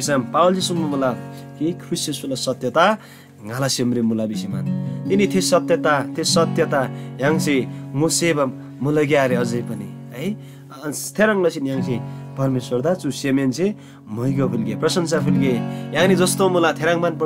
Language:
Eastern Tamang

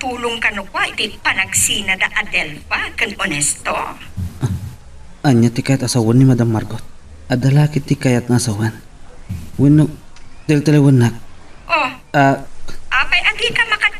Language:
Iloko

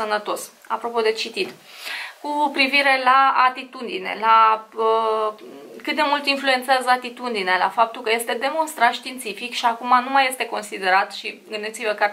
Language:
Romanian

